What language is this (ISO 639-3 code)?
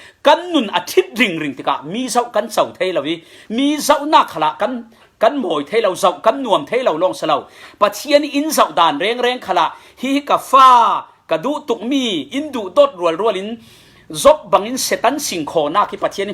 cfm